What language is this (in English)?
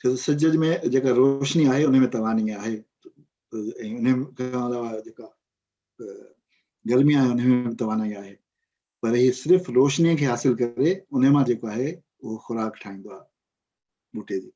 Sindhi